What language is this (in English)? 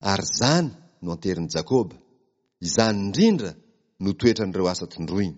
Malagasy